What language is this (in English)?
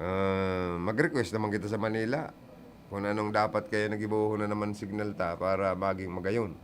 Bikol